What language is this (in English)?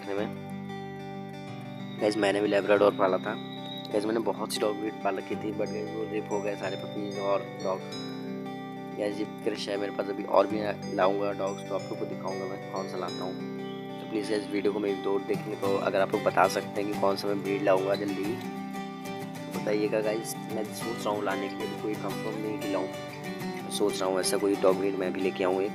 Hindi